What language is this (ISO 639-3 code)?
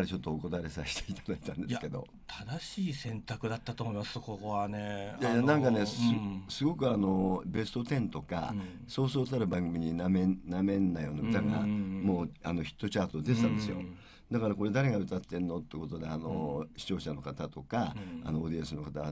jpn